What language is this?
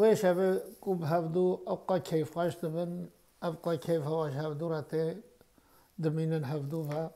Kurdish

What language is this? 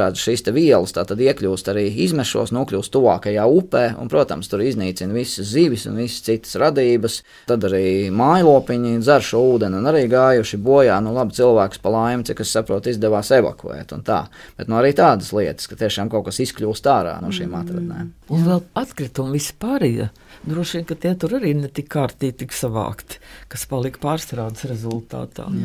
Latvian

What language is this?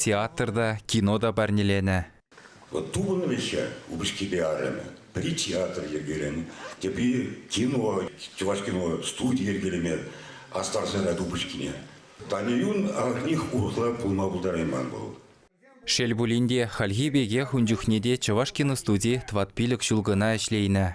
Chuvash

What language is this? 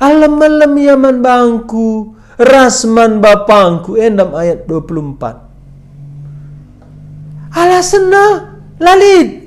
Batak Karo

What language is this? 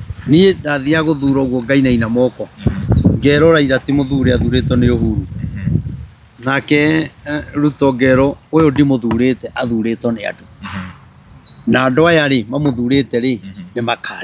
Kikuyu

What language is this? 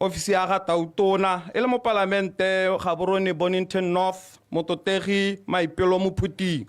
Tswana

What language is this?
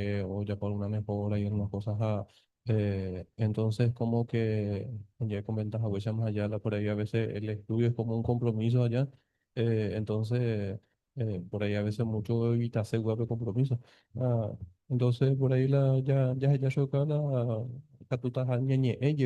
Guarani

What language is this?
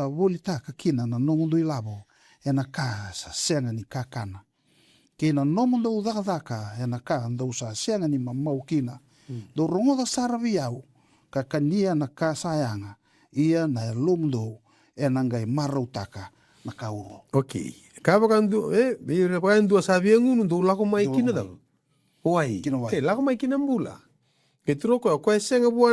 Fijian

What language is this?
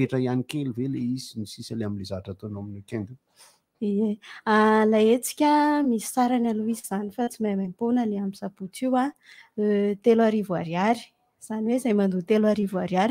Malagasy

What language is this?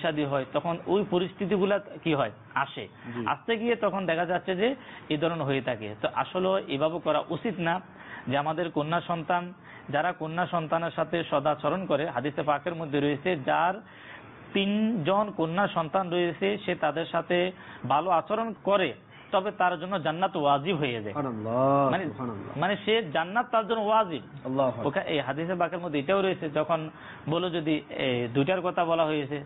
Bangla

